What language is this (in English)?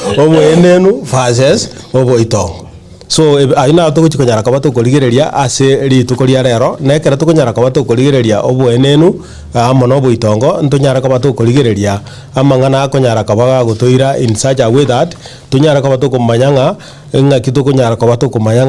Gusii